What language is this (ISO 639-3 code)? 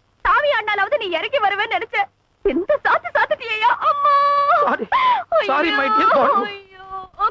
tam